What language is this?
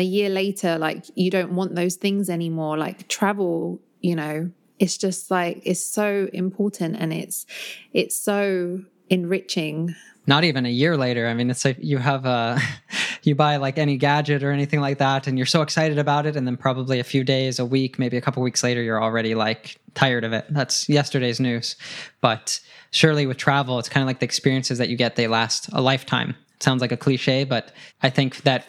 English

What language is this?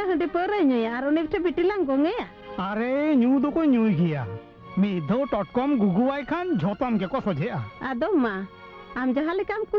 Santali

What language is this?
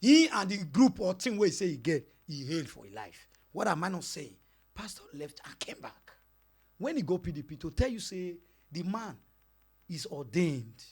Nigerian Pidgin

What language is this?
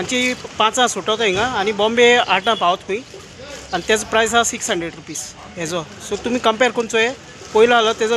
Konkani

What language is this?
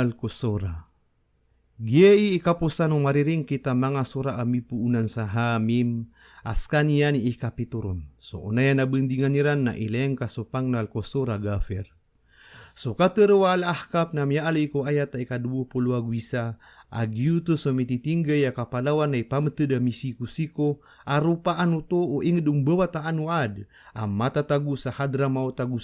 Maranao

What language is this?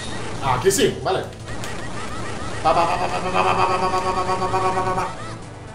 Spanish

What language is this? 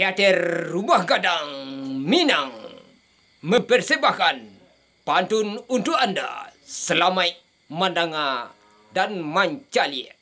Minangkabau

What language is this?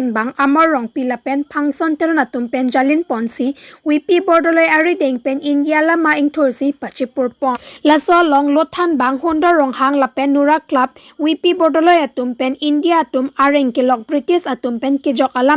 Karbi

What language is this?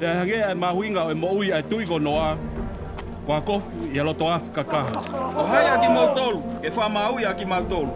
Tongan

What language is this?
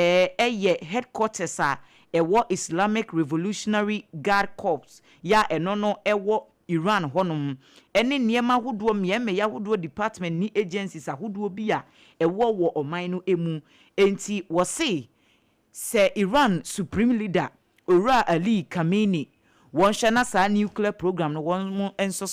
Akan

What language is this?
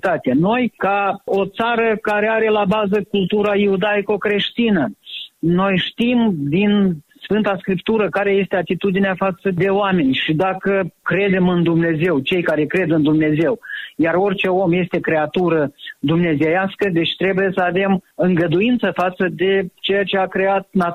Romanian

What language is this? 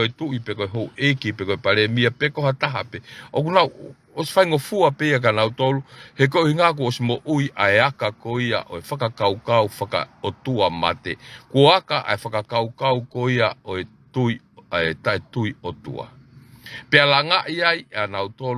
Tongan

